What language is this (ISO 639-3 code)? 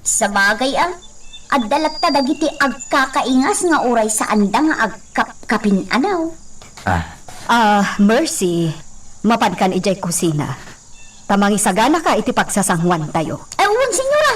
ilo